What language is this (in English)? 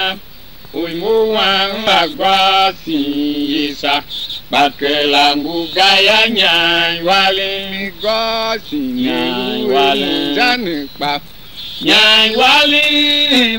Tiv